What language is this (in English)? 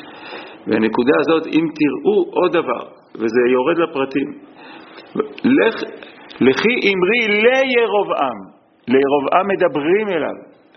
Hebrew